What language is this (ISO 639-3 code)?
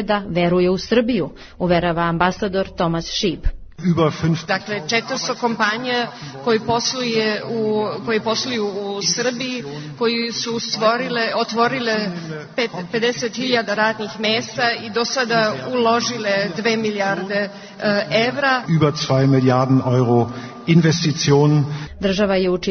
srp